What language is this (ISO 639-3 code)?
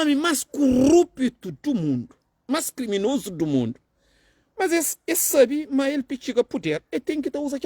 kea